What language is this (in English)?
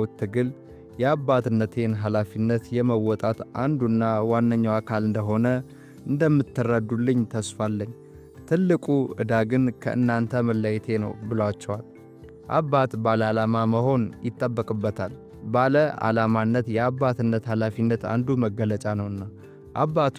Amharic